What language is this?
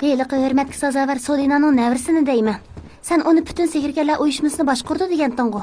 Uyghur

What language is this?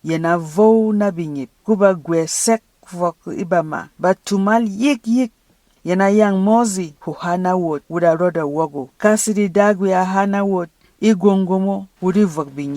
Berom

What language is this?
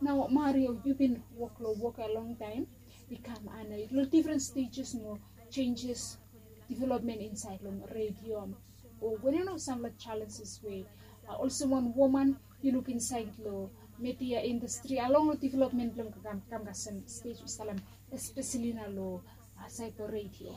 Bislama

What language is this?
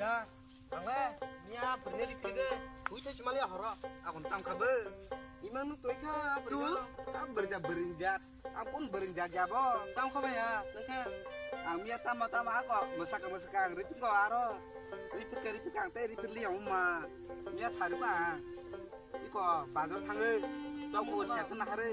Kok Borok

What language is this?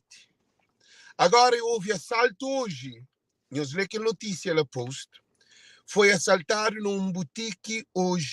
Kabuverdianu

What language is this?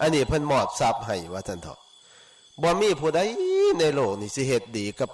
Northeastern Thai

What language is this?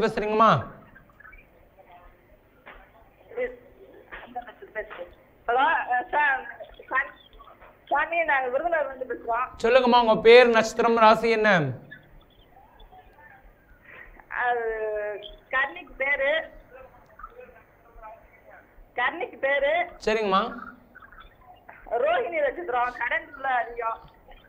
Tamil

